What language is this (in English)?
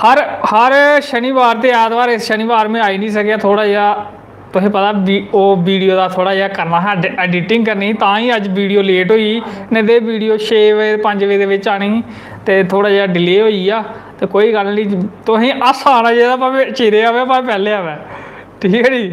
Dogri